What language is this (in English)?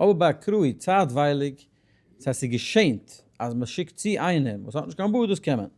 Yiddish